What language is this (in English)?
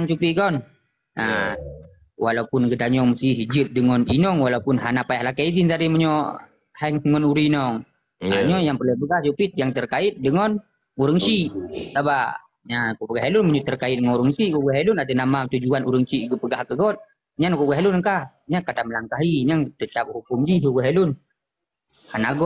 Achinese